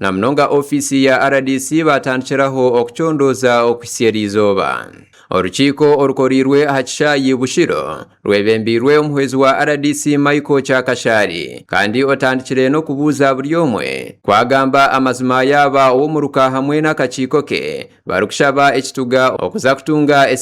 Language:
Nyankole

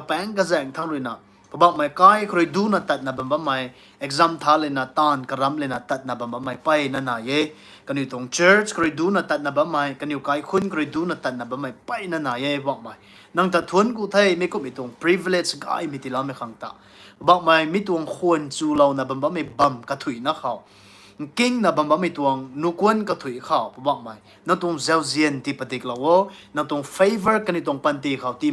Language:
Rongmei Naga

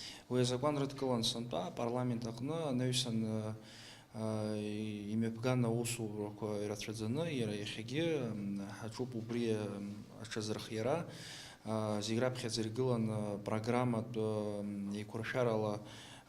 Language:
Abkhazian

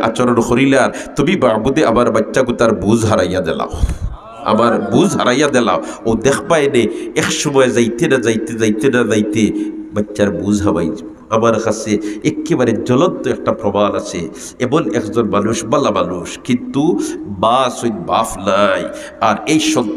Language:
Sylheti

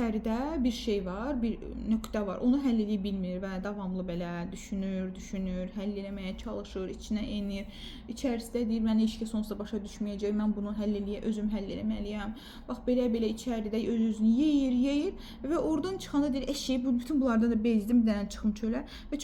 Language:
Azerbaijani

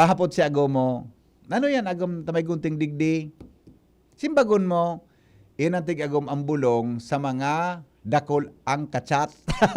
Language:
Bikol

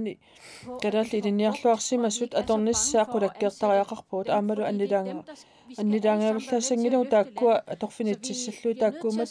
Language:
Kalaallisut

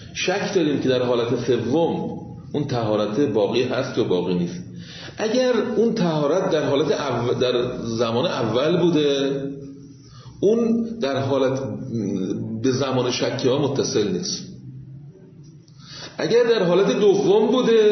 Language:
Persian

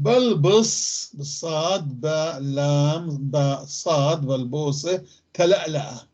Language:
North Levantine Arabic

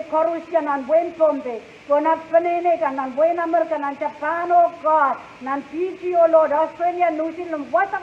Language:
Pohnpeian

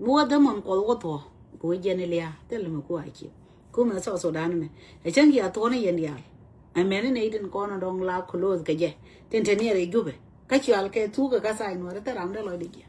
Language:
Nuer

